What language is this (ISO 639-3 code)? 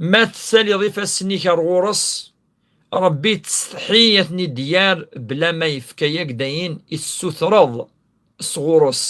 kab